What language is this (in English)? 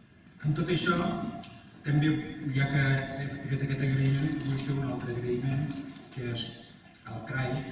Catalan